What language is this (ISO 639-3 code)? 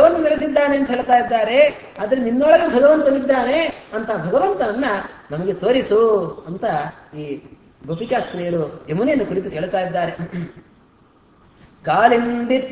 kan